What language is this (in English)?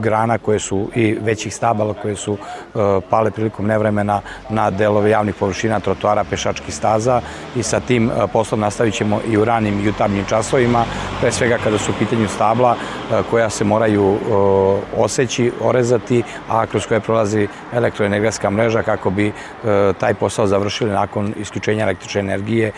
Serbian